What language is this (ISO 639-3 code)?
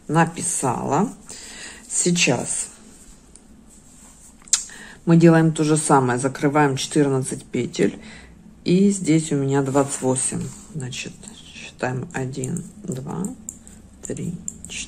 rus